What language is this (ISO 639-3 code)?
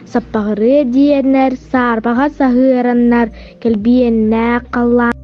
sah